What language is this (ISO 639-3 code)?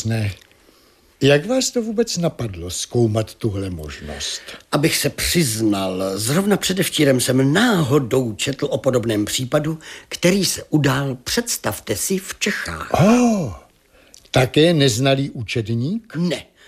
ces